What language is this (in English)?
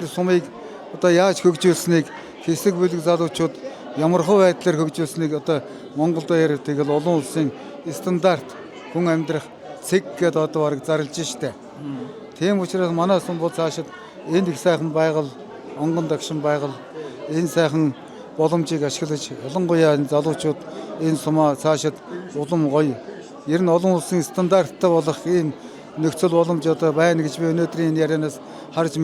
Mongolian